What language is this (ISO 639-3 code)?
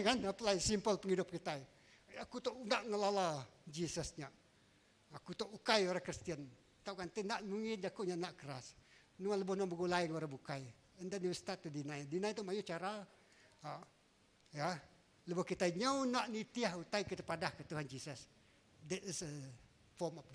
iba